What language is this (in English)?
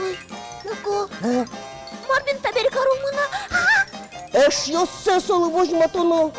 Udmurt